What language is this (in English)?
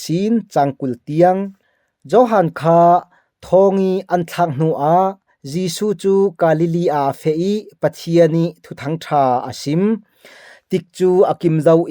Falam Chin